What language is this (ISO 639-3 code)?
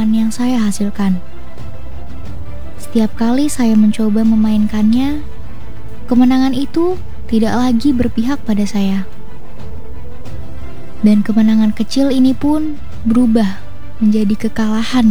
ind